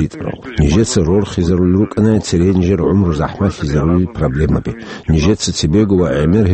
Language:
Avaric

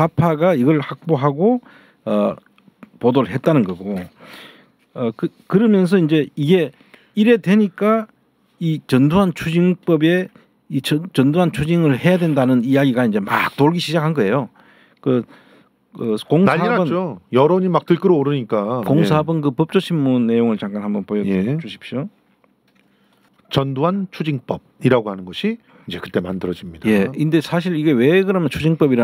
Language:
Korean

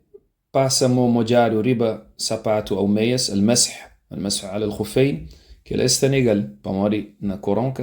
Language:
Kabuverdianu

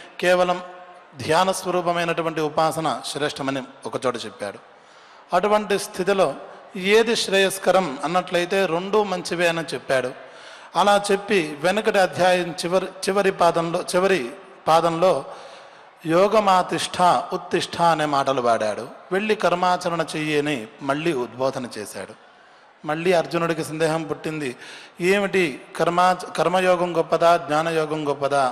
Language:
Telugu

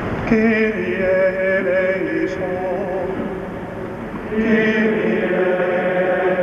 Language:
Dutch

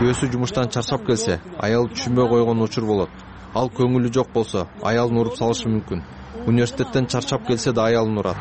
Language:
Kyrgyz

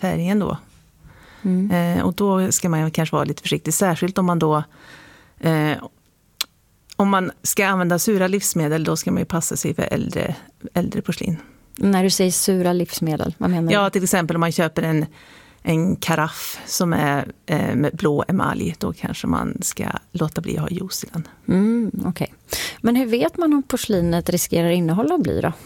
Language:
Swedish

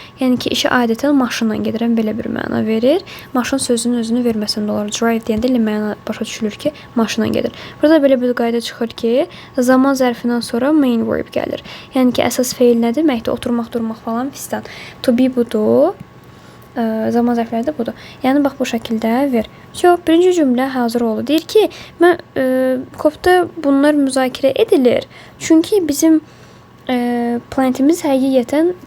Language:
Azerbaijani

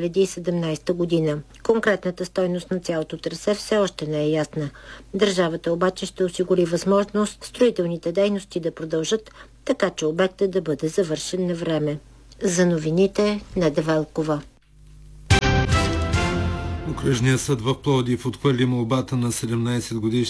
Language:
Bulgarian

